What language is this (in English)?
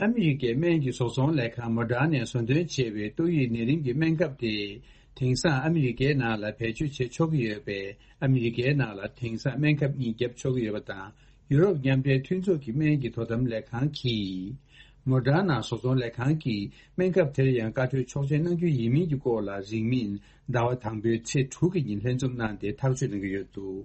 Tibetan